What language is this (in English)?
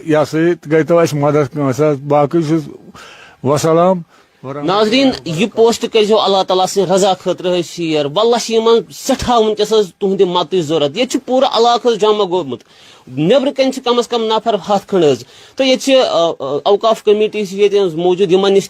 Kashmiri